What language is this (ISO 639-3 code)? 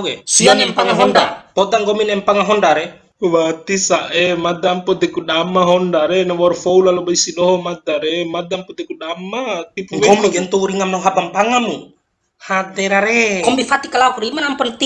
bhp